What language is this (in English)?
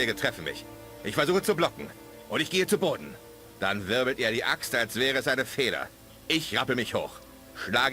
Bavarian